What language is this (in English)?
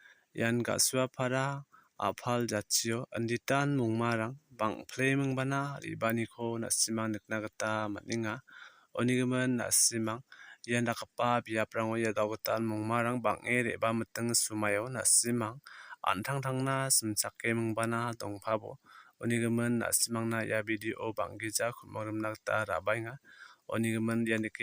Garo